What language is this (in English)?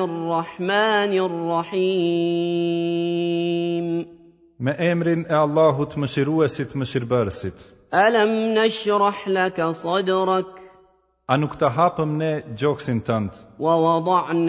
Albanian